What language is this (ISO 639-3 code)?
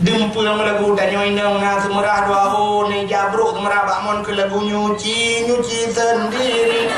ace